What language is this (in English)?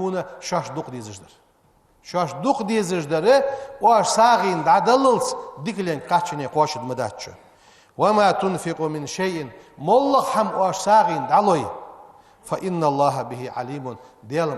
Ingush